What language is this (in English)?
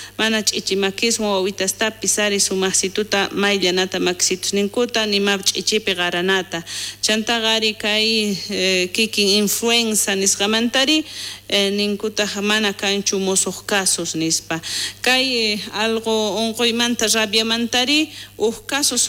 South Bolivian Quechua